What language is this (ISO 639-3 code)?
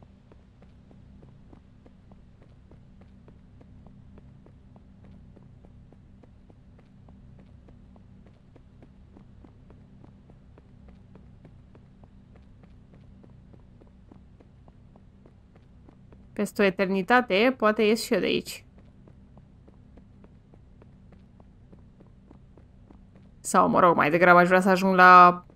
ron